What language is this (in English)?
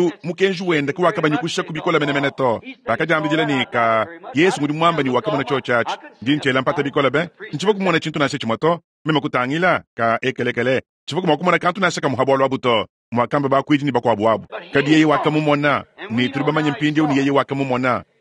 Luba-Lulua